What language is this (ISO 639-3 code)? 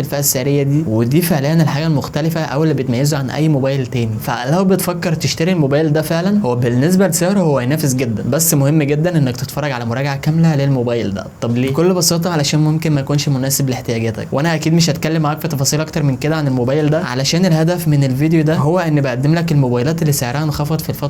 arz